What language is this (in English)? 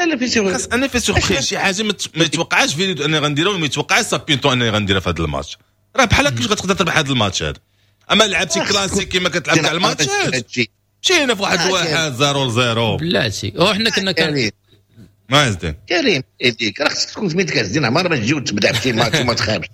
Moroccan Arabic